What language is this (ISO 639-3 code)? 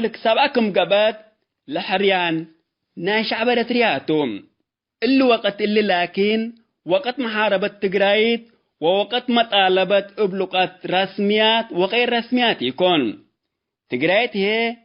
tig